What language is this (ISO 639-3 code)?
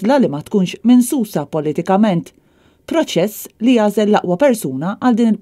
mlt